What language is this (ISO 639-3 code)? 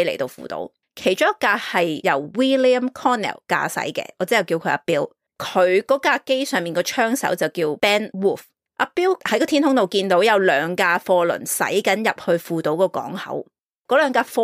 yue